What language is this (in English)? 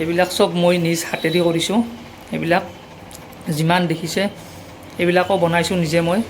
Assamese